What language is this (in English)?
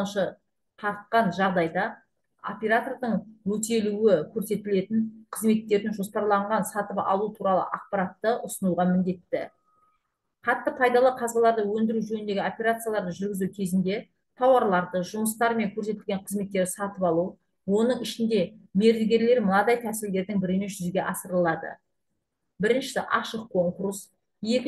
Kazakh